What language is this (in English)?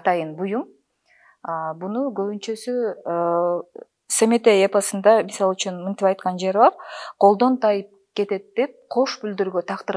Kyrgyz